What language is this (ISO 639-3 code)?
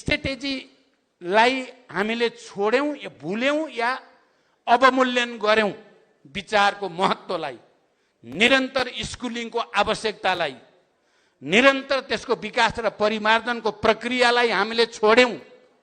nep